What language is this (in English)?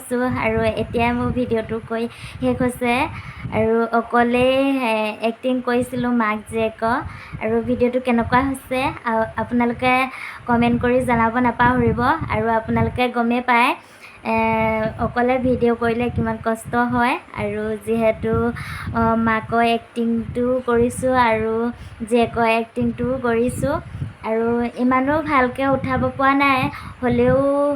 Assamese